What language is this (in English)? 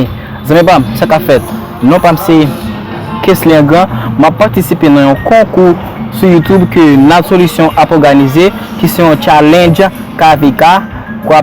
Haitian Creole